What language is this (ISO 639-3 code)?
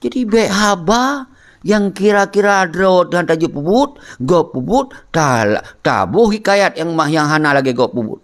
ace